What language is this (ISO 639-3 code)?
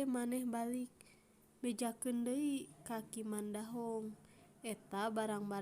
sun